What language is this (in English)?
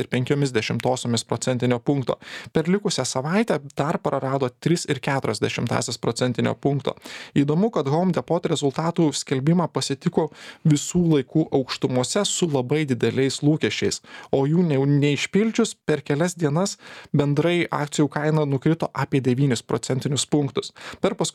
Lithuanian